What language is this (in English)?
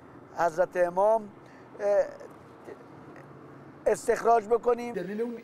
Persian